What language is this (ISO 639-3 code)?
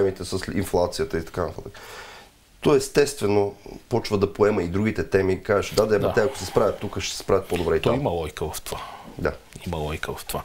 bul